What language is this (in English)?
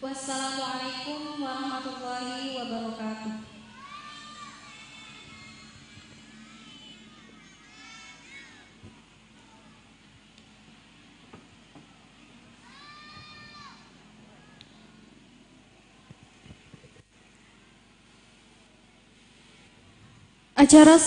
Indonesian